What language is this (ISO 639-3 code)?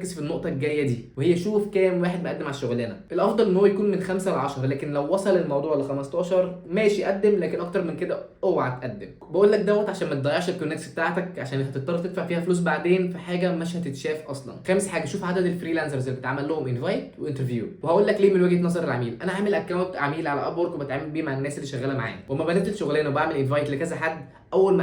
arz